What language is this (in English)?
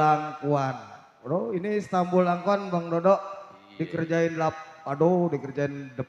Betawi